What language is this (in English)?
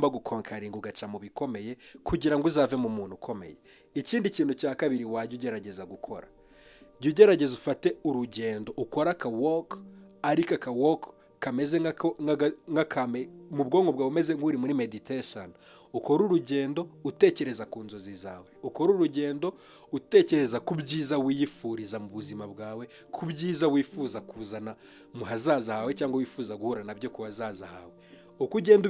Kinyarwanda